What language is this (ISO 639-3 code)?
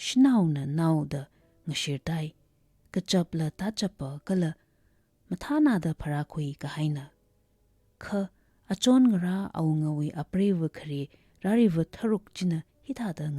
nmf